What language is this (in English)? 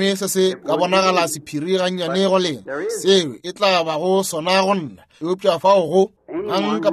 Northern Sotho